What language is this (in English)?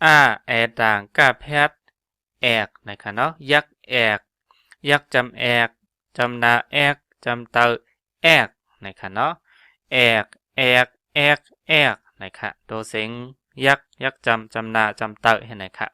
Shan